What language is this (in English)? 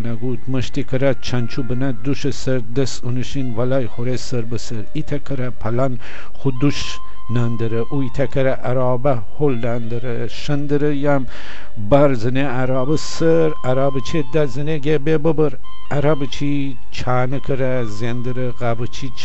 Gilaki